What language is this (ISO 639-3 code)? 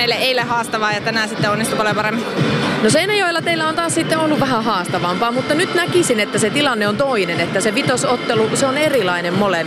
fin